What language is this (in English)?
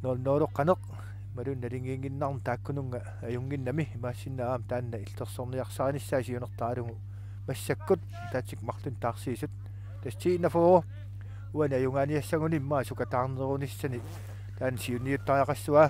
Kalaallisut